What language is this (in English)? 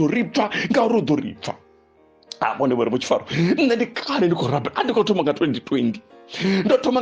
Venda